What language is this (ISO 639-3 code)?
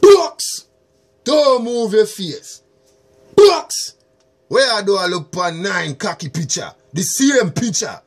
jam